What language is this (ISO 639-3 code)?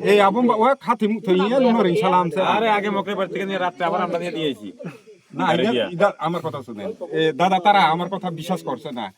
ria